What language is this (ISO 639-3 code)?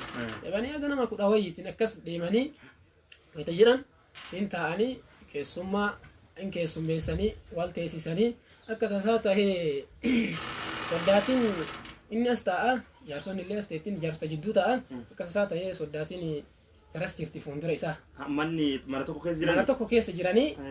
orm